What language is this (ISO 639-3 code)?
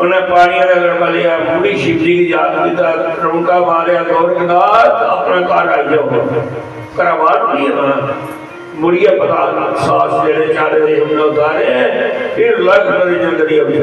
doi